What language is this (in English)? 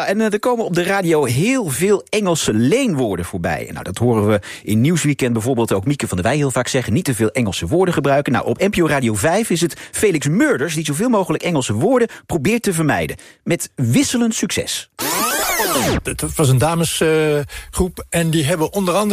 Dutch